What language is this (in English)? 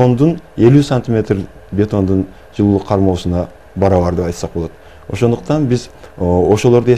Kyrgyz